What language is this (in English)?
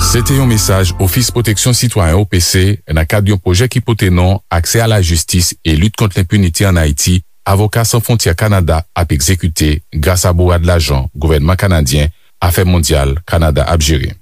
Haitian Creole